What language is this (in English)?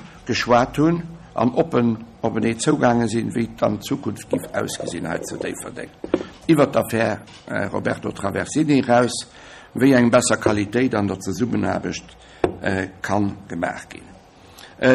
Luxembourgish